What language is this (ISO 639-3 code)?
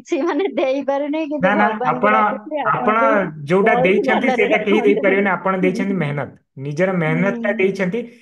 ori